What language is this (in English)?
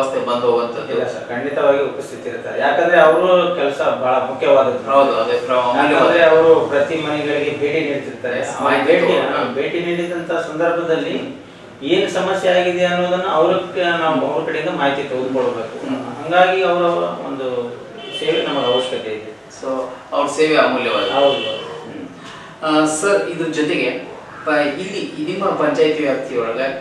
Kannada